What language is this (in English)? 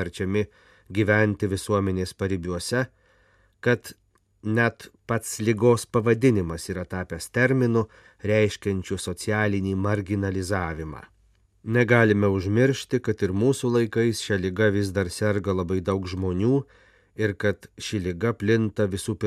Lithuanian